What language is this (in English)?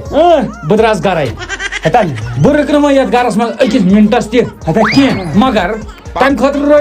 Kashmiri